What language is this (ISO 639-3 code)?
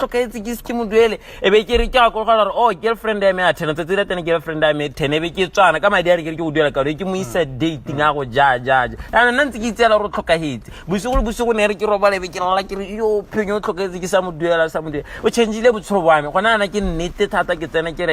tsn